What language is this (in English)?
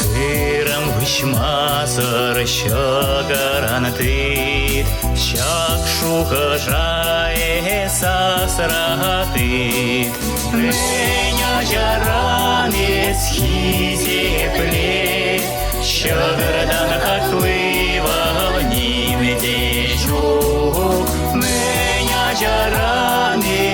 Chuvash